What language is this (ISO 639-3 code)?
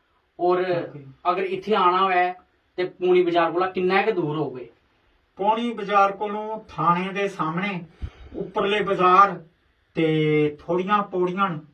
doi